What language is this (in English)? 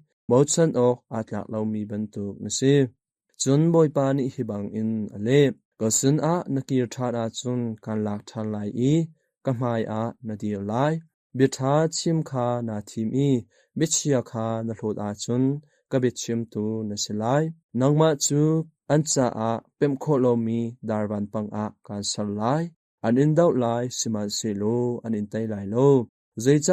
Hakha Chin